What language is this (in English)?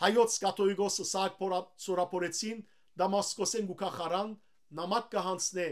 Western Armenian